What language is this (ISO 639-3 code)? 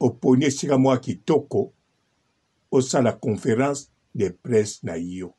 lin